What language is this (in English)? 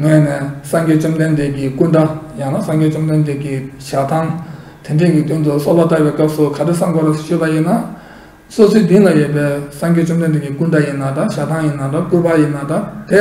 Tibetan